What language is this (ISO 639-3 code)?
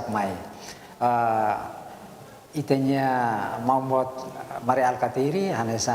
tet